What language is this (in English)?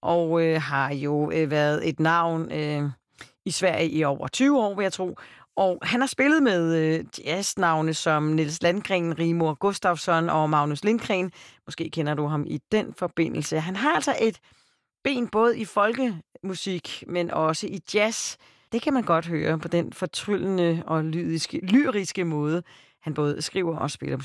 Danish